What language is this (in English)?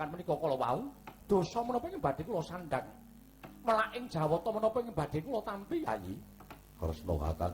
Javanese